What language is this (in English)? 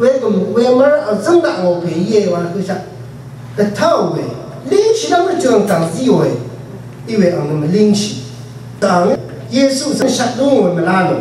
Rawang